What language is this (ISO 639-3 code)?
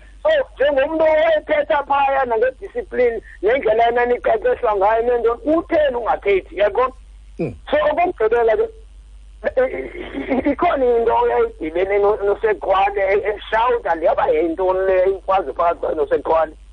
xho